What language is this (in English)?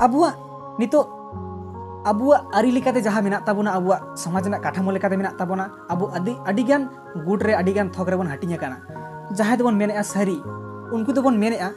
Santali